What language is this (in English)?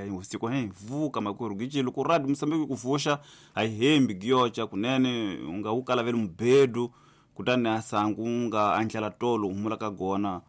Tsonga